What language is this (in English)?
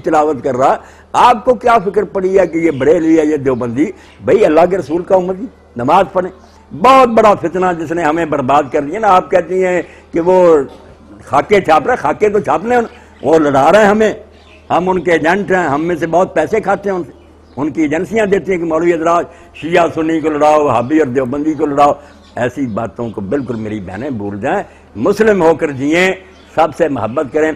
Urdu